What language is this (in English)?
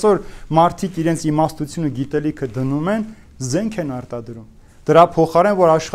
Armenian